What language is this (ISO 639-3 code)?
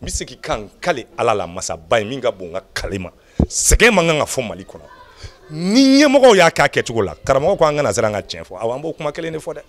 bam